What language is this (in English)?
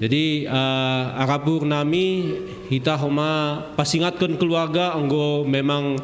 Batak Simalungun